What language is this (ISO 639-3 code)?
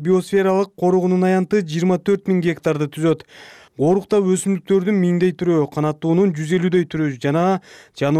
kir